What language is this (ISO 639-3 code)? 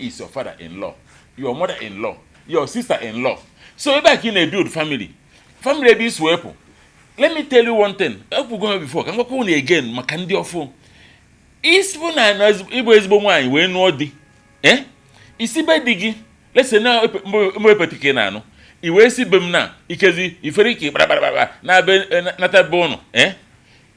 ibo